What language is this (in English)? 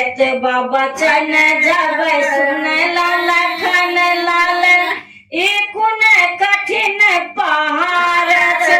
Maithili